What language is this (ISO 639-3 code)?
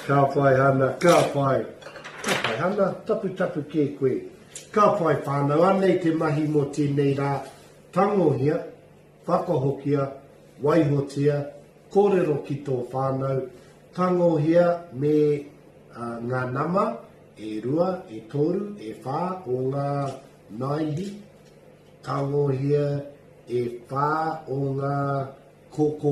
mri